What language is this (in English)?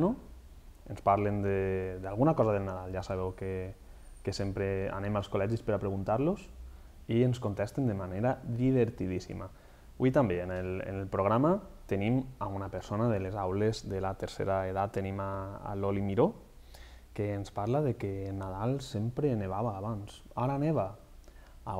Catalan